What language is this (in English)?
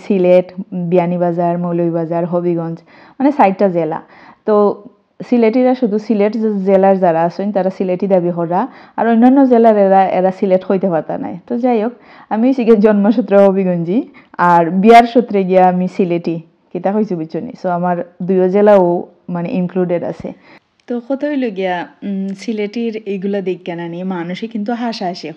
Sylheti